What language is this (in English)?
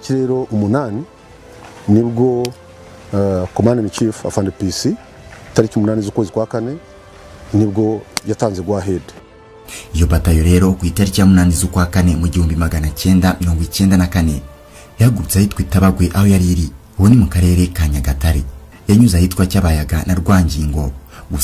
Kinyarwanda